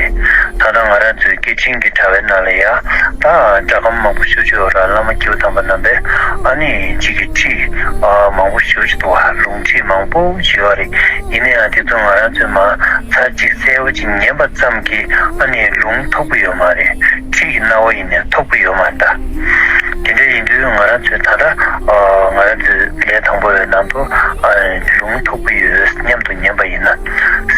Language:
Tibetan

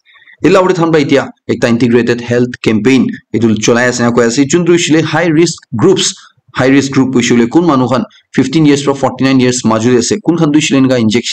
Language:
Naga Pidgin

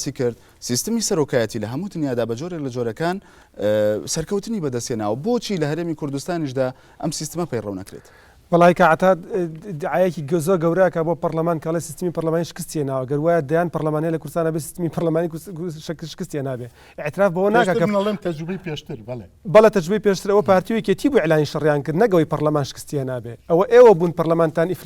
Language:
Central Kurdish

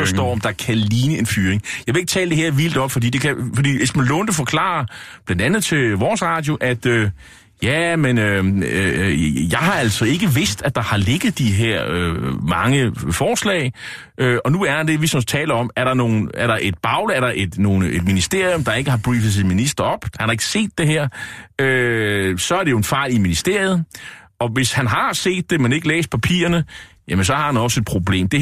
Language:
Danish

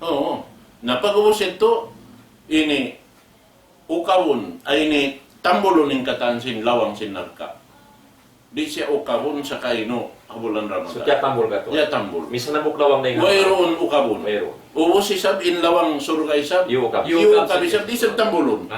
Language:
Tausug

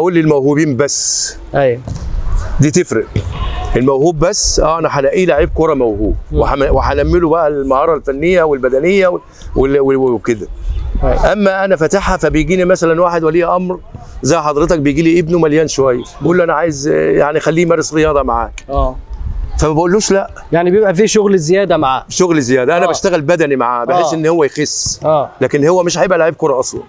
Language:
Egyptian Arabic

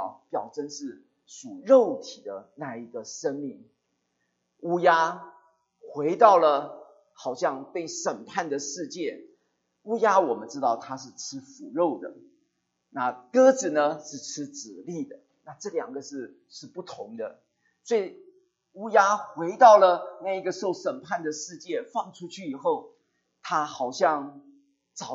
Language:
Chinese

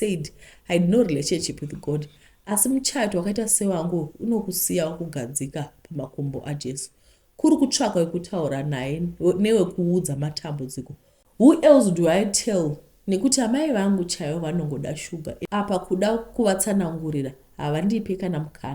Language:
Shona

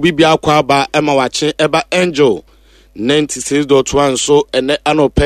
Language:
Akan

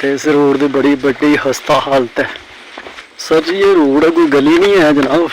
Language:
Dogri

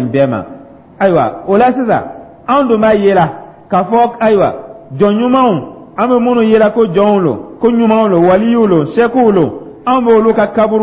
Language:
Dyula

